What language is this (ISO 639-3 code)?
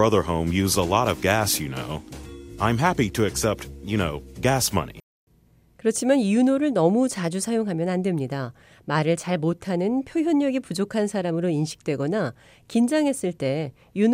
kor